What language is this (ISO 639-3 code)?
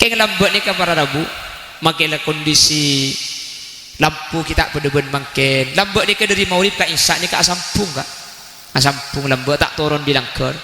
mad